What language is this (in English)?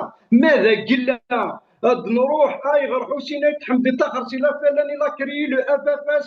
Kabyle